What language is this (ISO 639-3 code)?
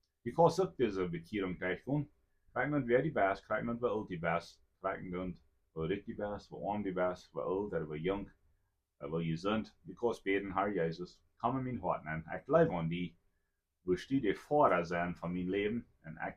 pdt